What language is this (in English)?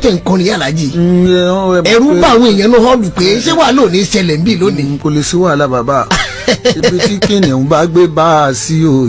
Yoruba